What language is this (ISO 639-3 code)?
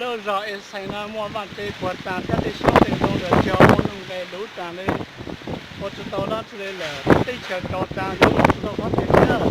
hmn